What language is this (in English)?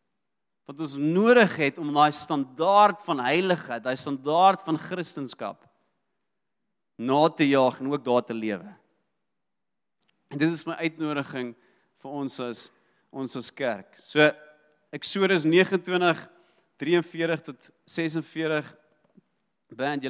Afrikaans